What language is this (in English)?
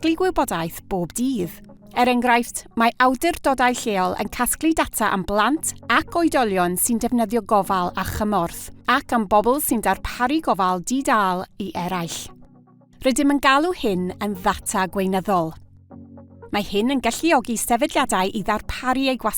Welsh